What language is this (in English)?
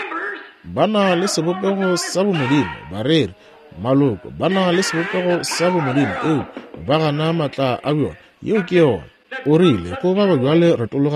Northern Sotho